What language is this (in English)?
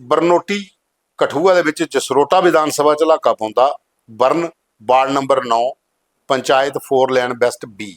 Dogri